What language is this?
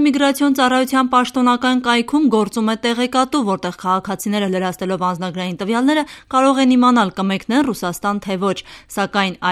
Armenian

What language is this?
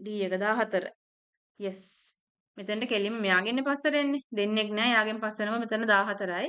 Sinhala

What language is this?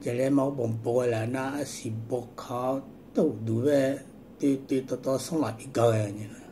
Akha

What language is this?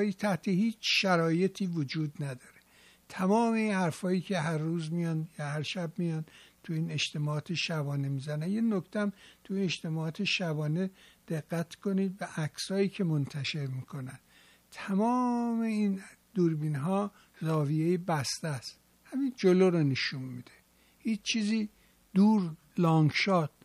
Persian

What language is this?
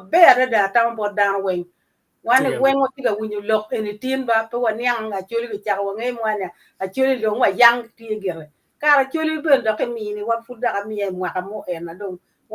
Acoli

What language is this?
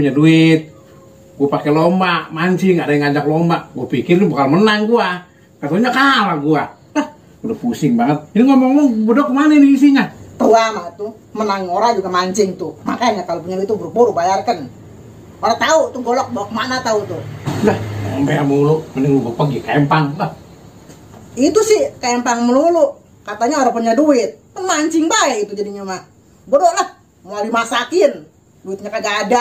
Betawi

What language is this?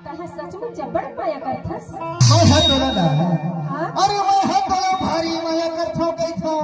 Chhattisgarhi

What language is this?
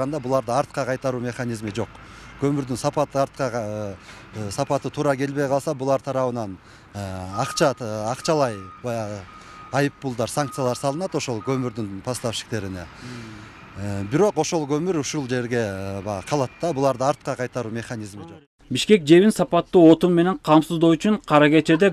Kyrgyz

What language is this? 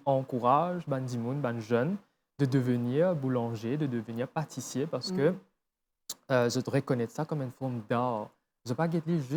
Morisyen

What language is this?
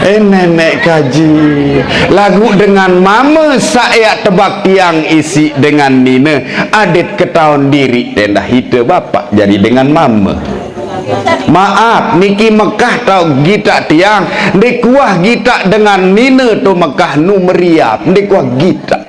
Sasak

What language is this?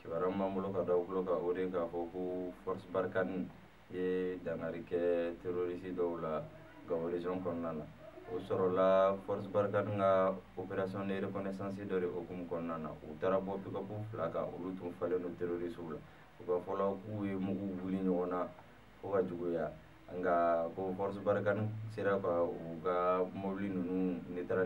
Bambara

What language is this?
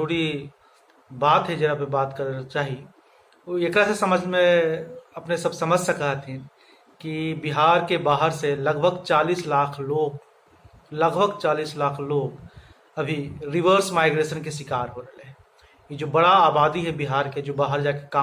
Magahi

